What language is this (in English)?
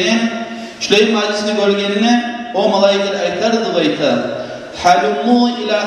Kumyk